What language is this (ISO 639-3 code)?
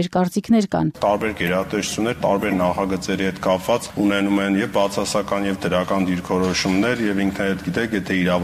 hye